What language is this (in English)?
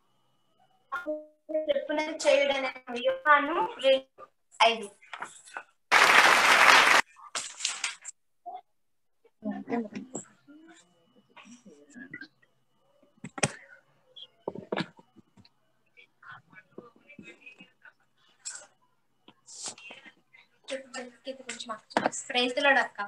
Telugu